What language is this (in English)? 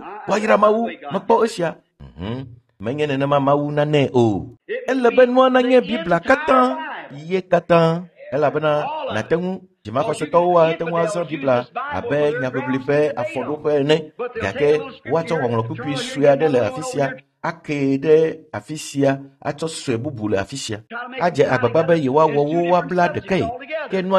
Ewe